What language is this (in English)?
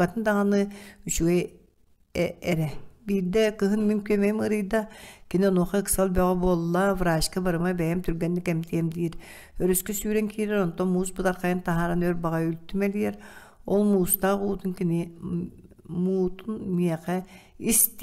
Yakut